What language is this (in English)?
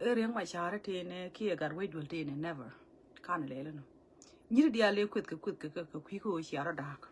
Nuer